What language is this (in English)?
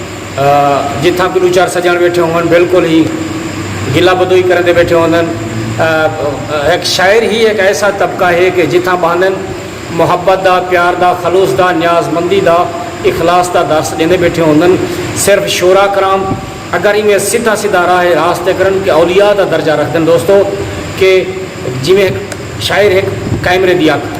Saraiki